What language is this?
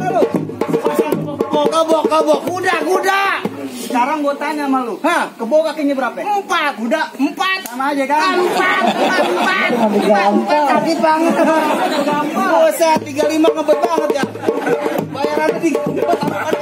Betawi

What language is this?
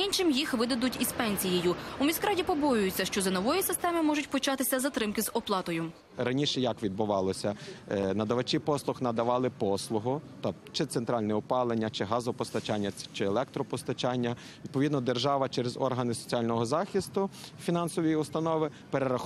Ukrainian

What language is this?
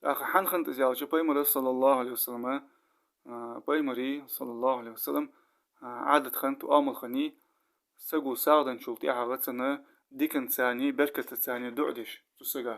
Ingush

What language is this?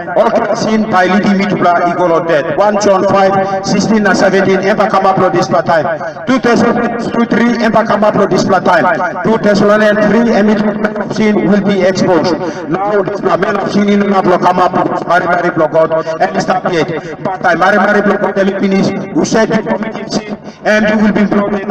Tok Pisin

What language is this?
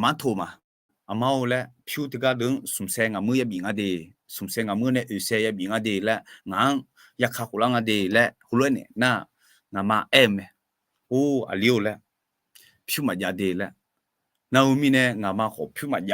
Akha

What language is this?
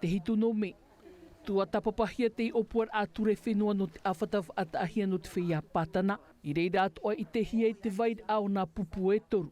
Tahitian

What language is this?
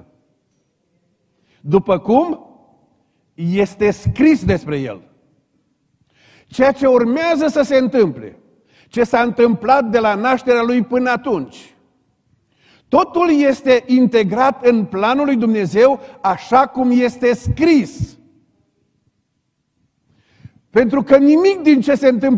Romanian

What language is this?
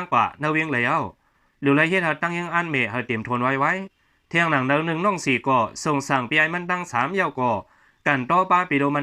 Shan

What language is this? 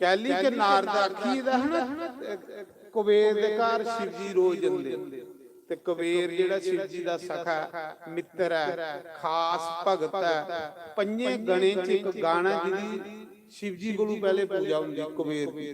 Dogri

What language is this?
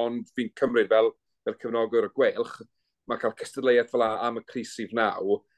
Welsh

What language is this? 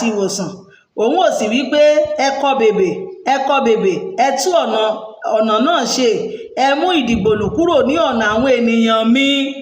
Yoruba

